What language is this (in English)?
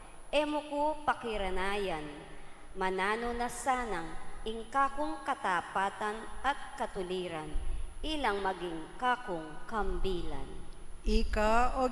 Pampanga